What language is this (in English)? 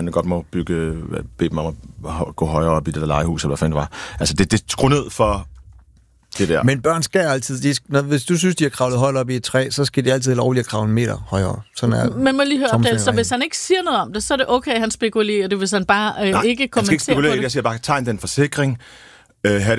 Danish